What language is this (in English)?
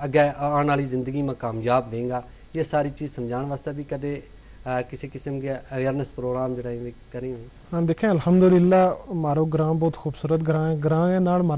Gujari